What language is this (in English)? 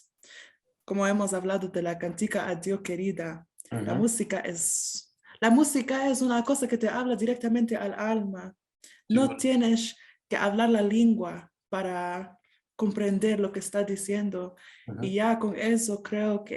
Ladino